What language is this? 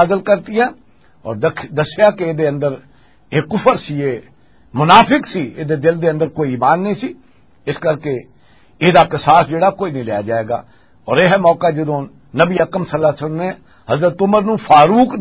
Western Panjabi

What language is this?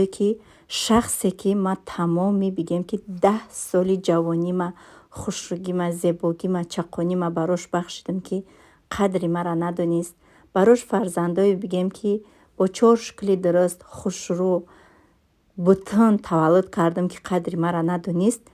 Tajik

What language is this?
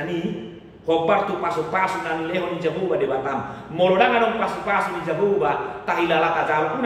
Batak Toba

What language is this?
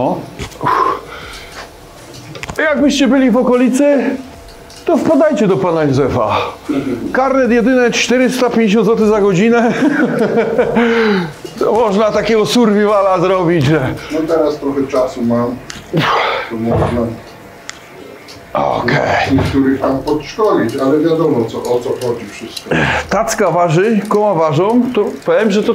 Polish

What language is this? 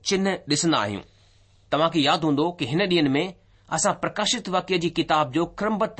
Sindhi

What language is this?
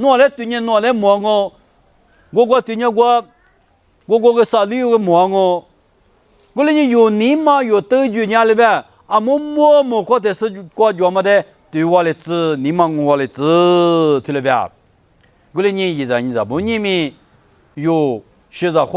Lisu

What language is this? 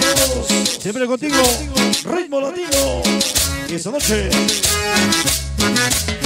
Spanish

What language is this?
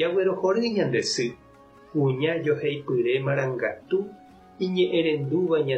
Guarani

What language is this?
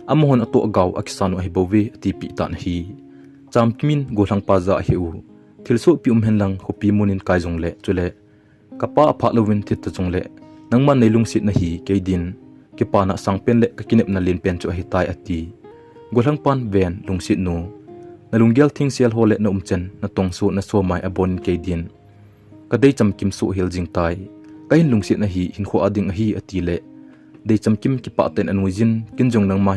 Thado Chin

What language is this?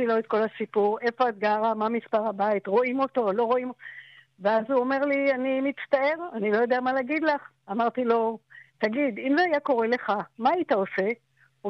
Hebrew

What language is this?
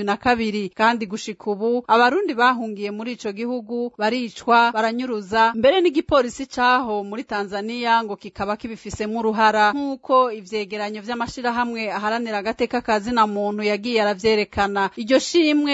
Rundi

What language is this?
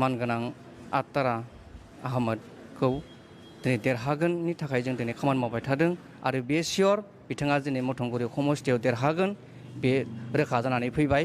Bodo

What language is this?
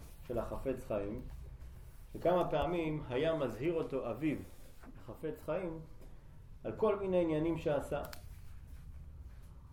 Hebrew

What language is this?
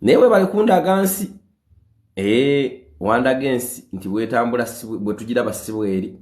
Ganda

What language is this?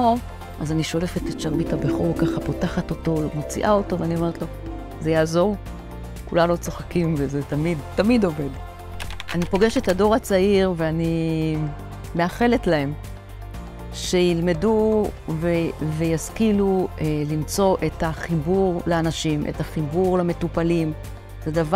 Hebrew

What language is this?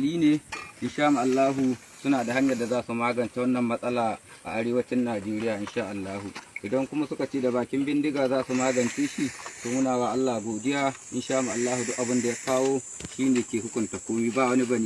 Hausa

